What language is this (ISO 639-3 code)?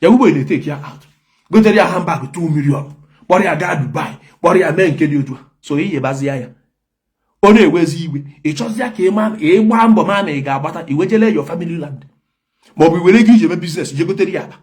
ibo